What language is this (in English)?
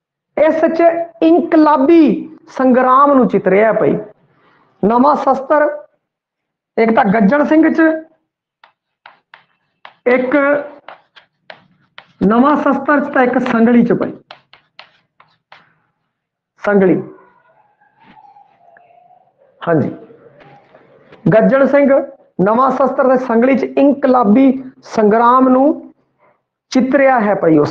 Punjabi